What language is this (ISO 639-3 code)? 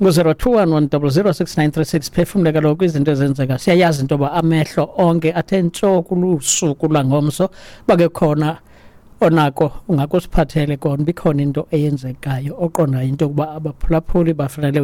xho